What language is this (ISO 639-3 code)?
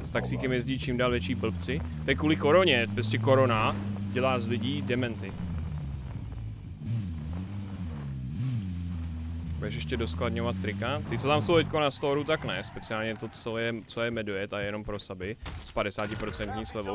ces